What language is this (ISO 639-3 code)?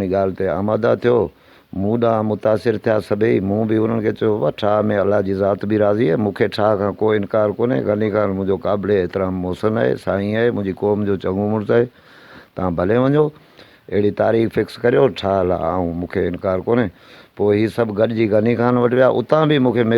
snd